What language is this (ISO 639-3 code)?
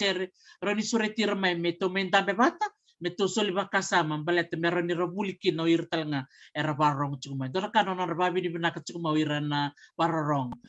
fij